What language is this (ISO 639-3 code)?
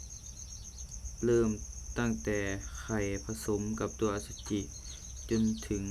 lao